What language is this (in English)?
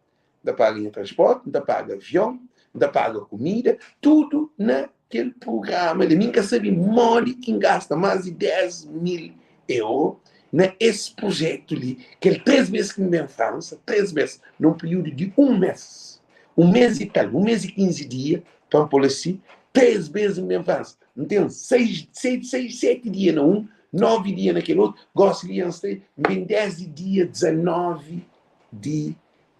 Kabuverdianu